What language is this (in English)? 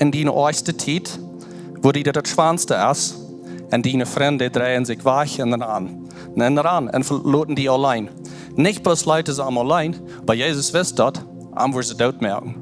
Plautdietsch